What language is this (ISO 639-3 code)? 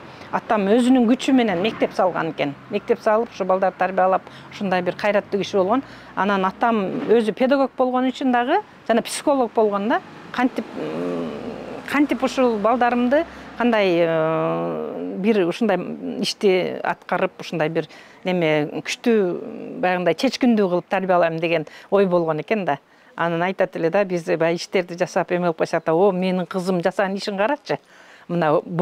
kir